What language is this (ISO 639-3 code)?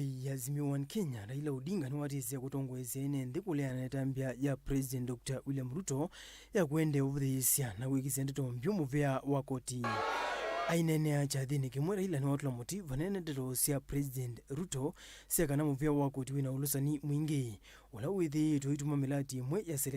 kam